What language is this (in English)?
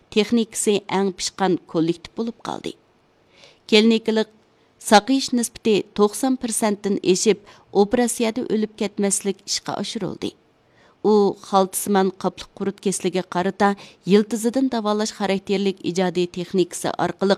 Uyghur